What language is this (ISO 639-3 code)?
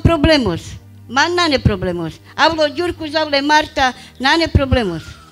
rmc